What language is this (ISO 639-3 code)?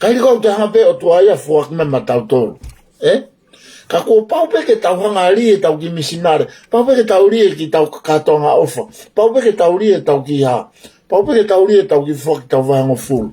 ton